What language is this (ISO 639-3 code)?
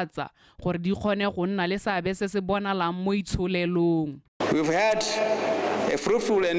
tsn